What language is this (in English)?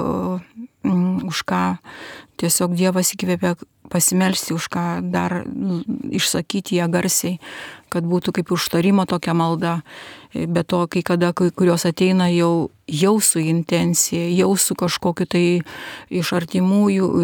Lithuanian